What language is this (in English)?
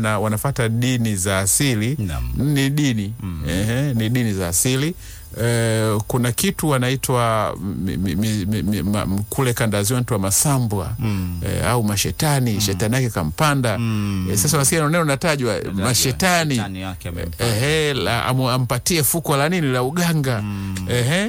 Swahili